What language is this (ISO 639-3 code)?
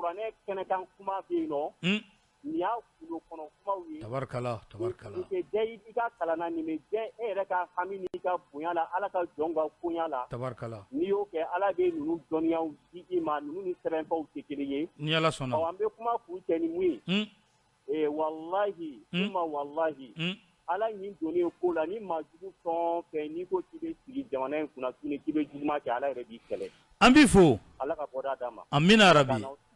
bam